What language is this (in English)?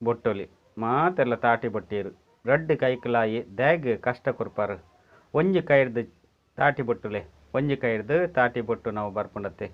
Tulu